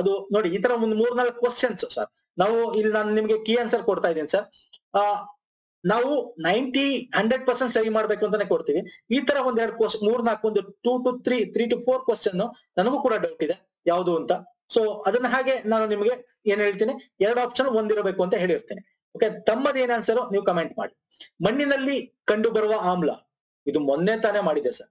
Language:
Kannada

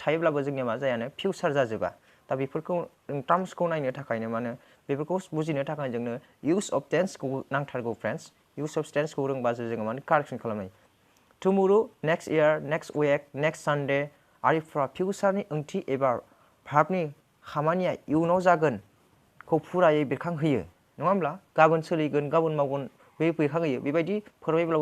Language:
Bodo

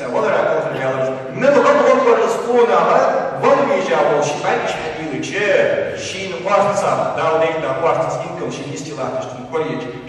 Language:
Ingush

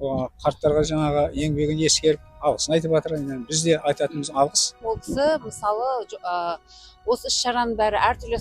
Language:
Kazakh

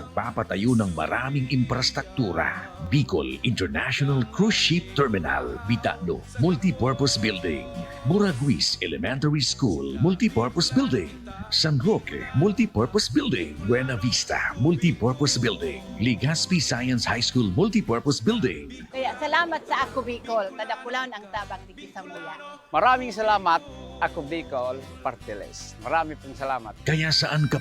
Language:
Bikol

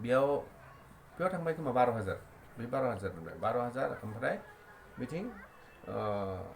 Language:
Bodo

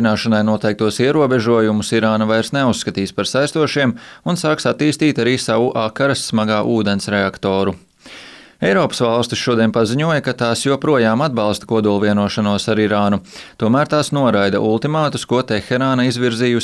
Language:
Latvian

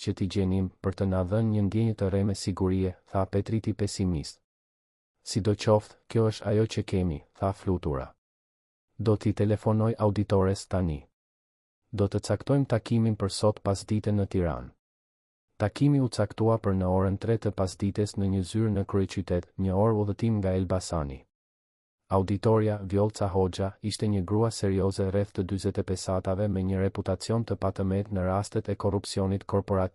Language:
Albanian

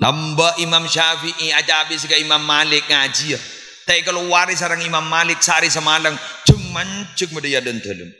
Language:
Madurese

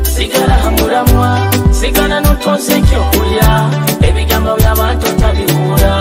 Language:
Nyoro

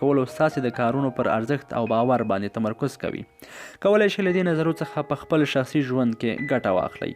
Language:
Pashto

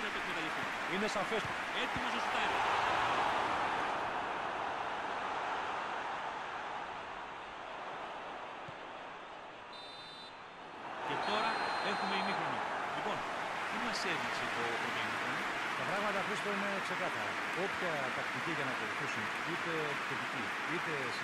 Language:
Greek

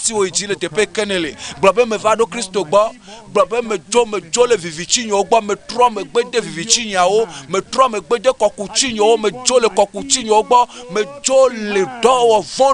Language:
Ewe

